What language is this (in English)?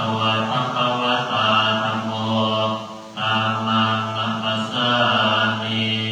Pali